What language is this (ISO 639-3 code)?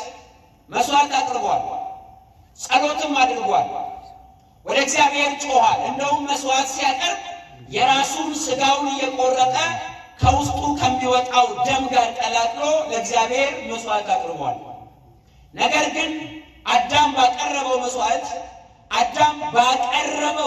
amh